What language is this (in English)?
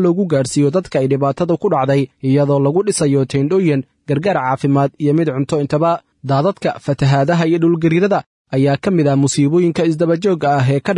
Somali